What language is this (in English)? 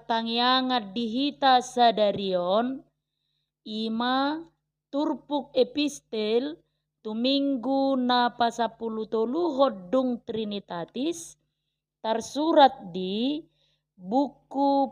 Batak Toba